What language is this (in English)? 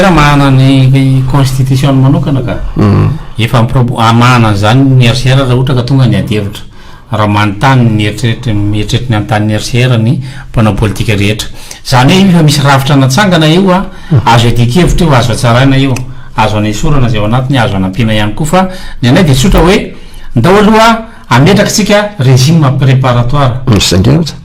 Malagasy